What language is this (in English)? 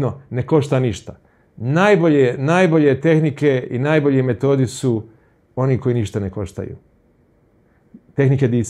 Croatian